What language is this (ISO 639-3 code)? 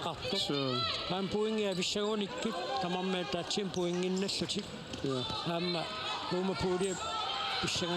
kal